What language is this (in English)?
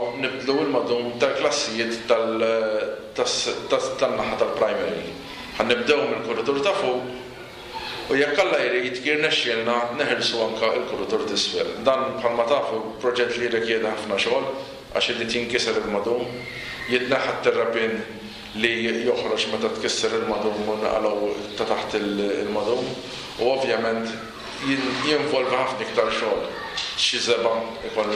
Maltese